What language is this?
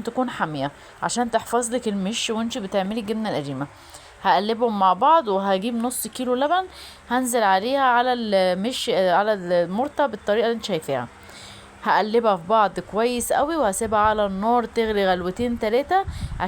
Egyptian Arabic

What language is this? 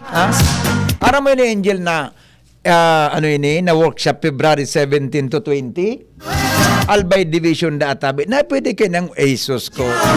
Bikol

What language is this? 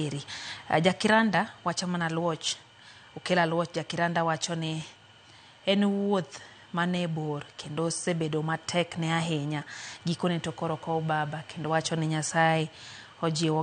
Luo (Kenya and Tanzania)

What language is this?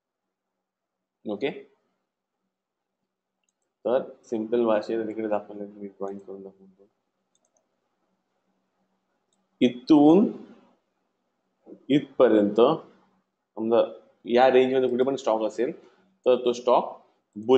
Marathi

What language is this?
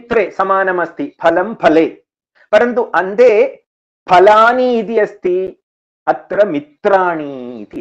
Sanskrit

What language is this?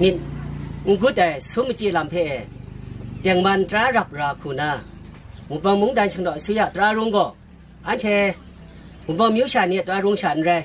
Kachin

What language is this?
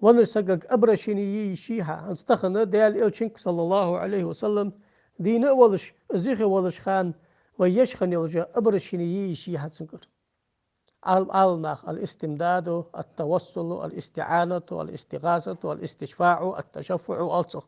Ingush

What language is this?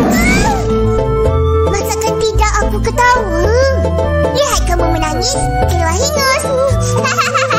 Malay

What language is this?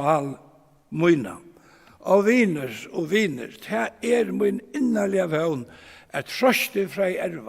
Faroese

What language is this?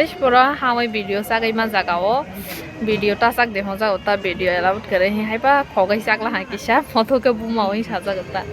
Kok Borok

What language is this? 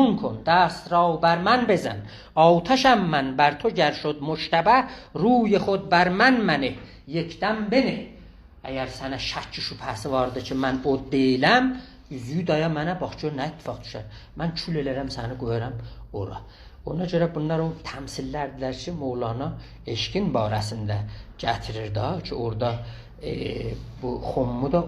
South Azerbaijani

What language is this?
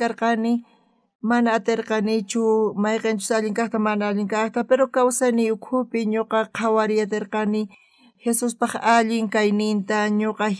South Bolivian Quechua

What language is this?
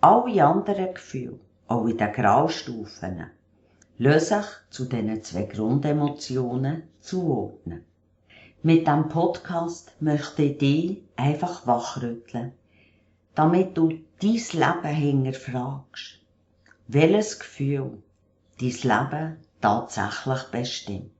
Swiss German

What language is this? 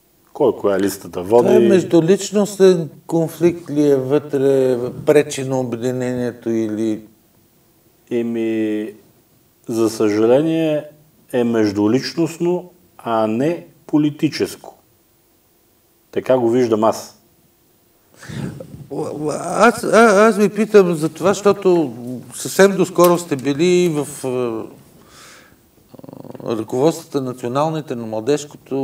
Bulgarian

